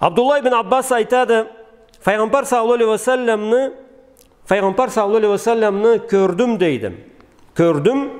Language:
Karachay-Balkar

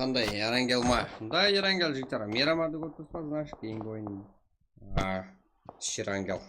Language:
Kara-Kalpak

